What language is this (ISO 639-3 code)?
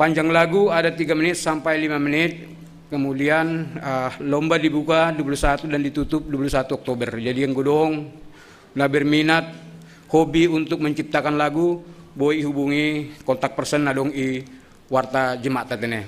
bts